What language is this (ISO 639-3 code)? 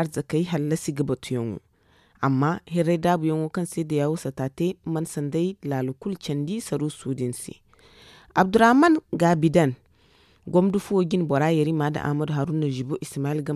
dje